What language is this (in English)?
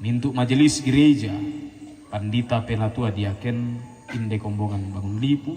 Toraja-Sa'dan